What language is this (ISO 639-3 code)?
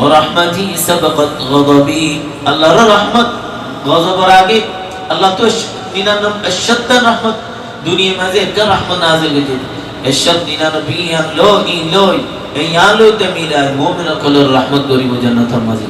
rhg